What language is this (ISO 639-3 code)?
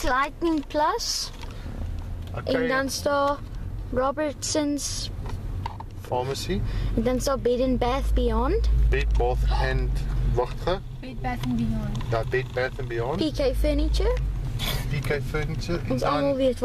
afr